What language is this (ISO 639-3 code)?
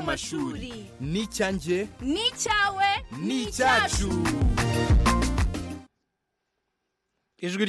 kin